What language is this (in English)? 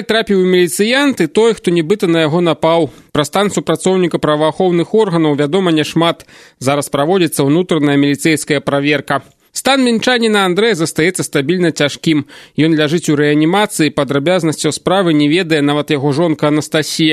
Belarusian